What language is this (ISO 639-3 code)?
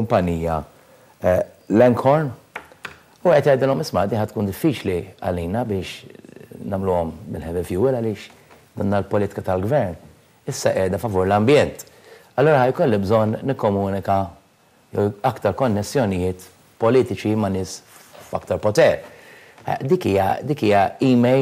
mlt